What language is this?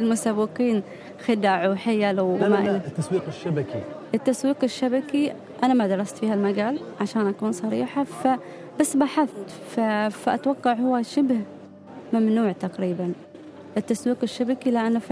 Gulf Arabic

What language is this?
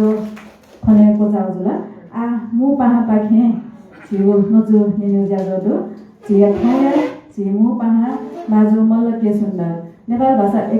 Newari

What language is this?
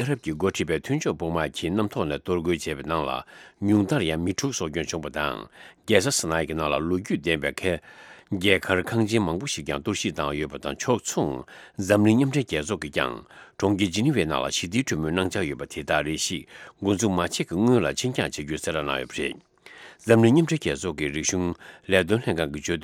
Tibetan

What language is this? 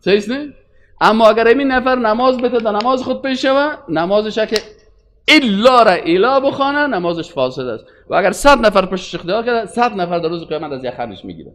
Persian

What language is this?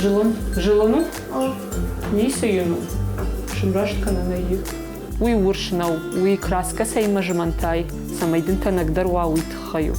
Ossetic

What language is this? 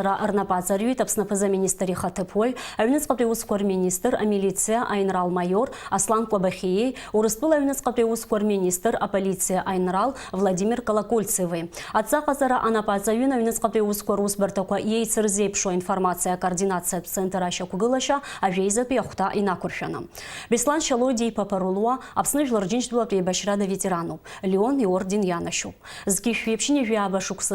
Abkhazian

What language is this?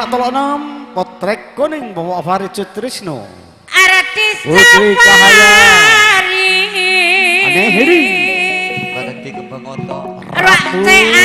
Madurese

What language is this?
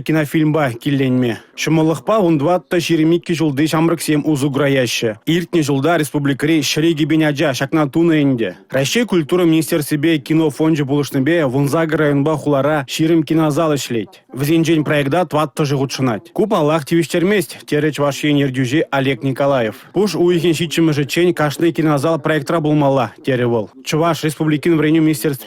Chuvash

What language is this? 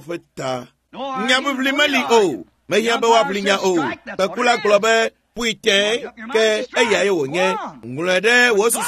Ewe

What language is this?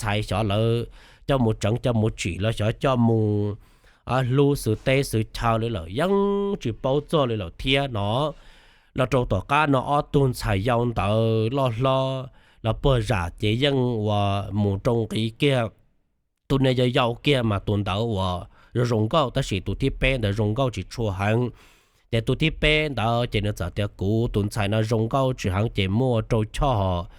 Hmong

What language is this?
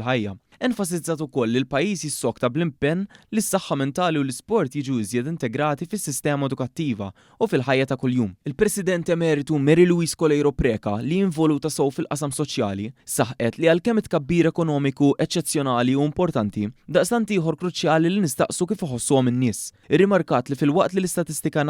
Maltese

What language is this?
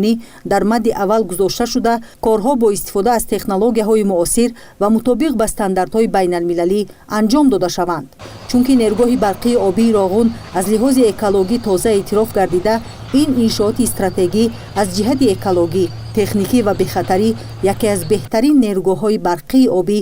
Tajik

